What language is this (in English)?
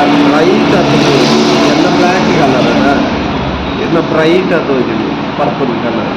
Tulu